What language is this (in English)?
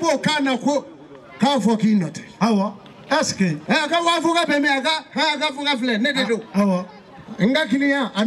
Bambara